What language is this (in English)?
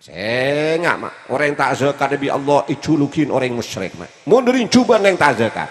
Madurese